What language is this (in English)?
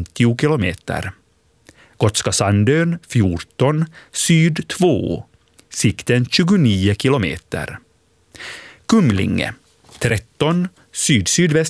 Swedish